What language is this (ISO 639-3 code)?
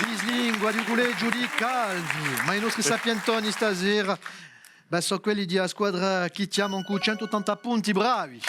cos